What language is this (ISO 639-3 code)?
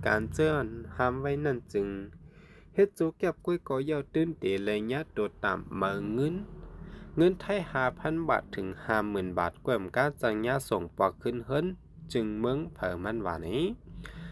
shn